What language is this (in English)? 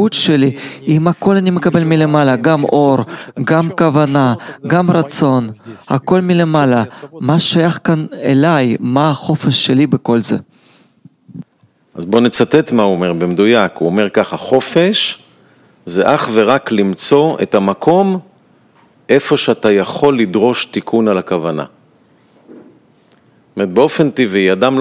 Hebrew